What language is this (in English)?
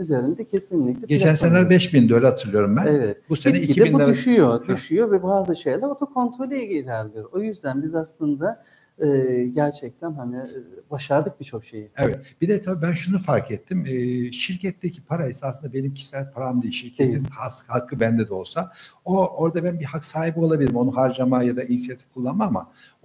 Turkish